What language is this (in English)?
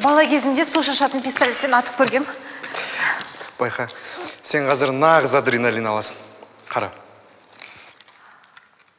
Kazakh